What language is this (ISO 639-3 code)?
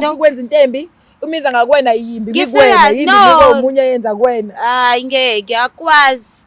zul